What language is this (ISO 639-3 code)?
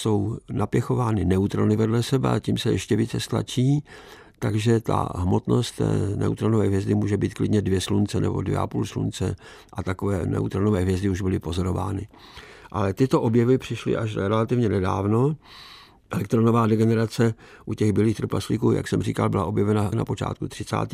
ces